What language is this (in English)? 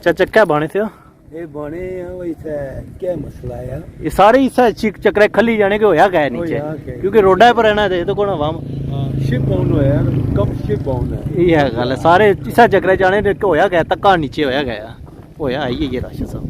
Pahari-Potwari